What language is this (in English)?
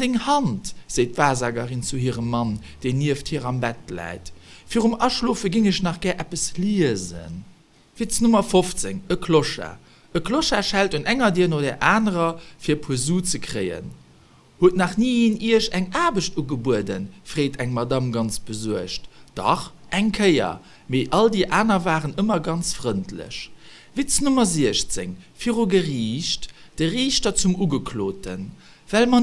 Luxembourgish